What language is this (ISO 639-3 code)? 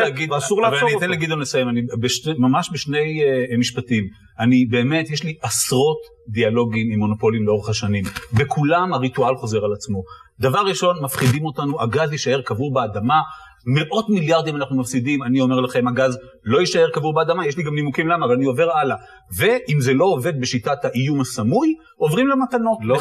heb